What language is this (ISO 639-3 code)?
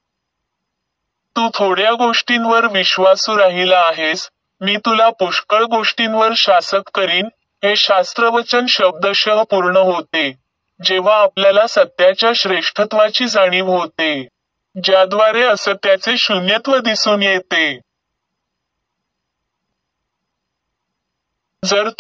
mar